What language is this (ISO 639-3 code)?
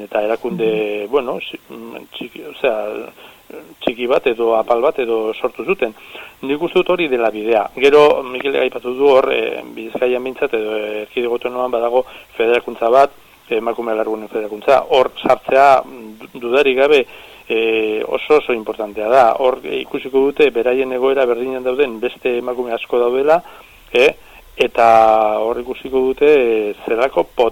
eus